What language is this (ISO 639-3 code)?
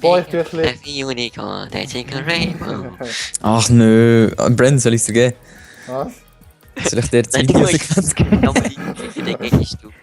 gsw